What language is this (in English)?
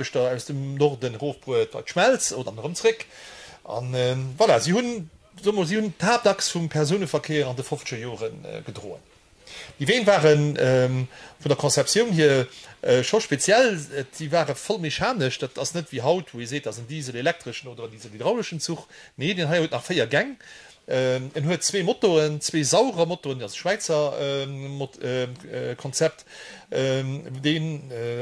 Luxembourgish